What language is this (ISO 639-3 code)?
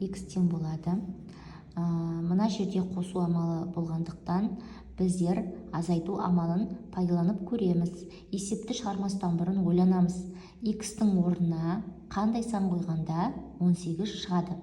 kaz